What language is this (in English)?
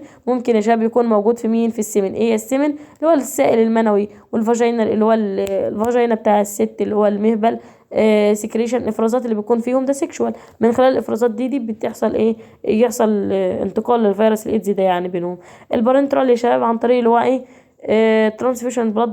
Egyptian Arabic